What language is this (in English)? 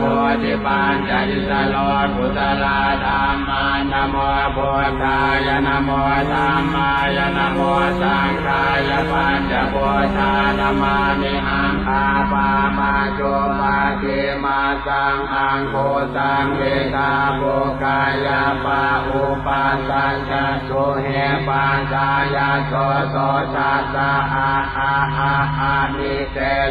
Pali